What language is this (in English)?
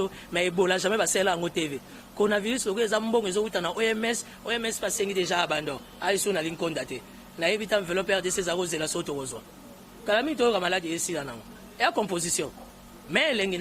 Lingala